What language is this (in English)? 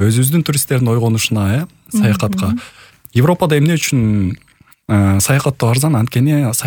Kyrgyz